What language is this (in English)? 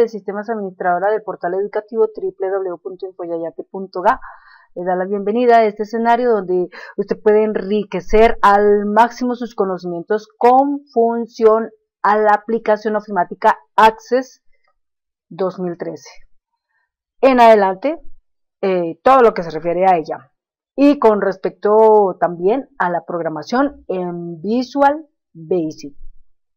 Spanish